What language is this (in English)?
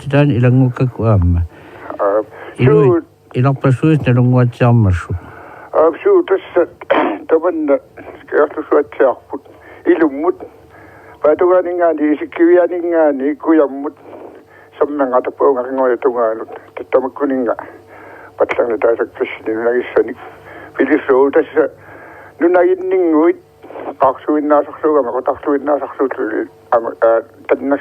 Kalaallisut